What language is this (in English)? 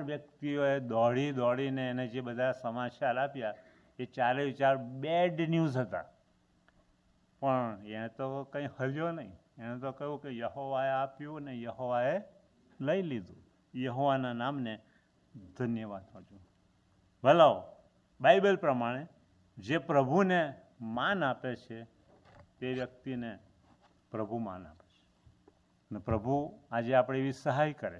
Gujarati